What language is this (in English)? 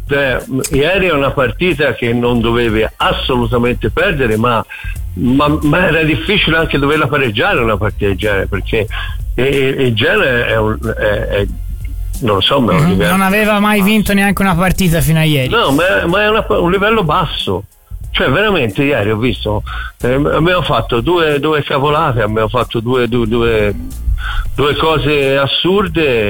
Italian